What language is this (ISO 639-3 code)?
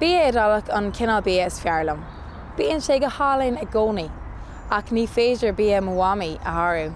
gle